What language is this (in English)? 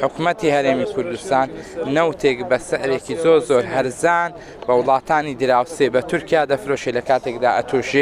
Central Kurdish